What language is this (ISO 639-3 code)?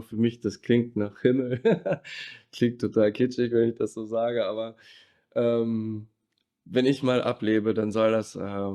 gsw